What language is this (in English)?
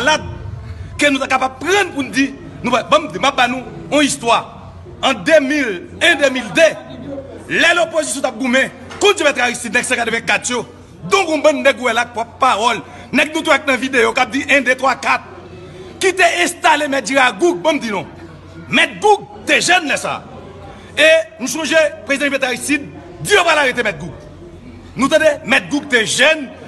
Haitian Creole